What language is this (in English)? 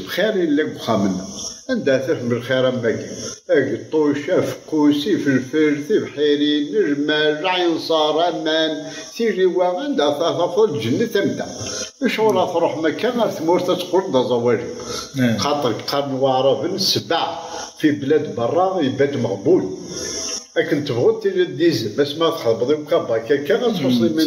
Kabyle